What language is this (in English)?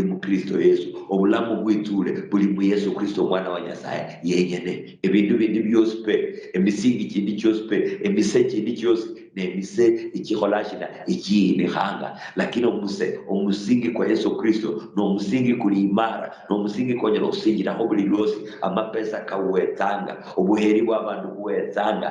Luyia